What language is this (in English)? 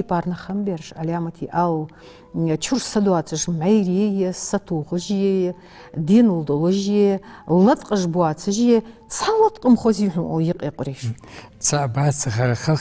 Ingush